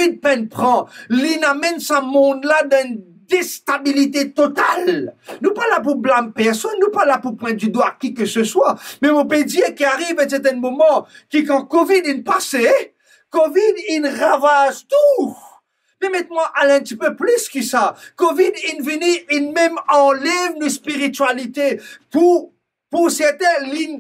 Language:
Morisyen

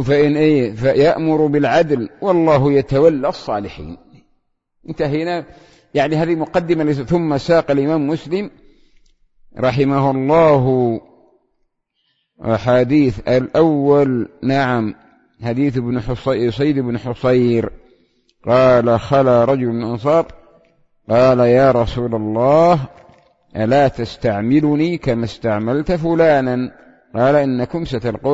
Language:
Arabic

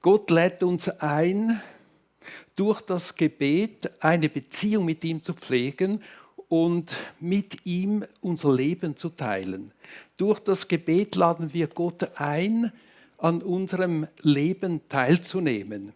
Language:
Swiss German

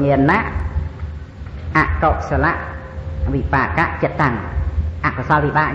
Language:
Khmer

